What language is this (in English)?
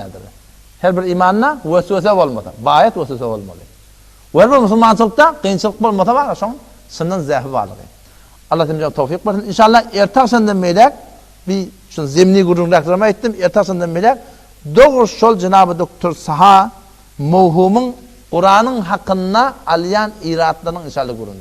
Turkmen